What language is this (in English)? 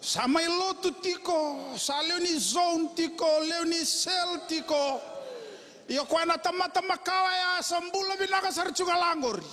Fijian